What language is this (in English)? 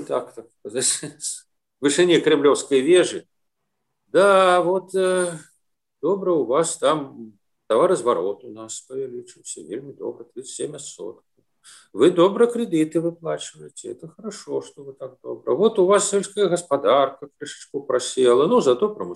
Belarusian